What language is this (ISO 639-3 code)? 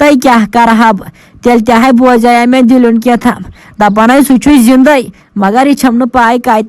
kas